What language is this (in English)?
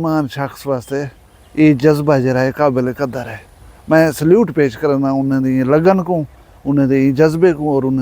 Saraiki